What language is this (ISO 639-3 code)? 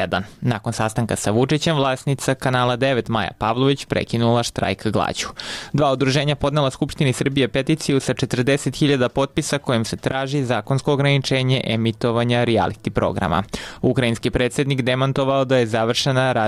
srp